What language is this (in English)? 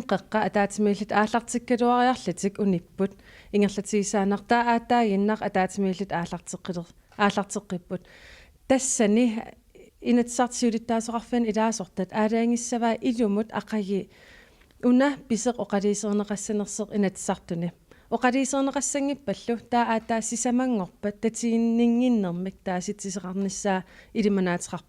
Kalaallisut